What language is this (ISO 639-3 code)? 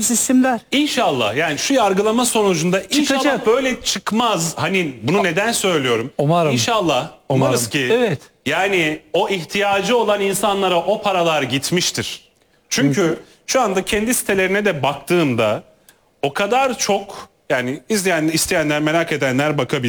tur